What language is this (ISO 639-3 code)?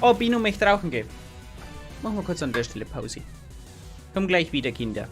bar